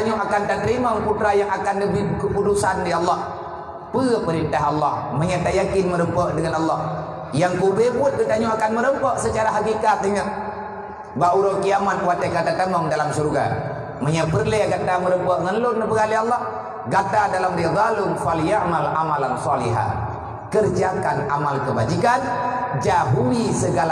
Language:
Achinese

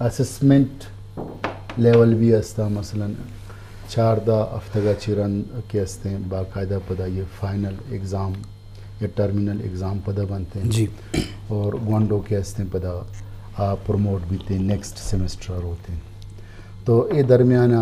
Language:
Eastern Balochi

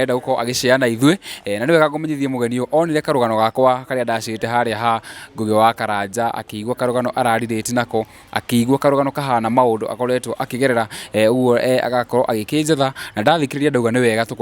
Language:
Kikuyu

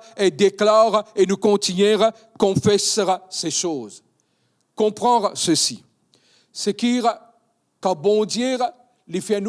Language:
Morisyen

